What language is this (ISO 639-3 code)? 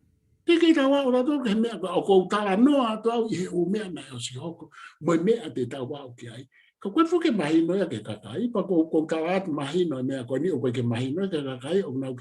ton